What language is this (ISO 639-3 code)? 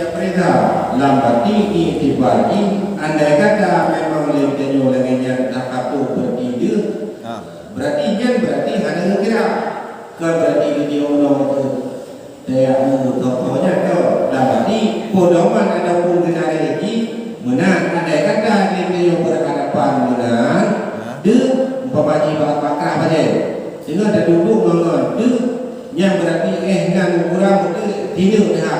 ace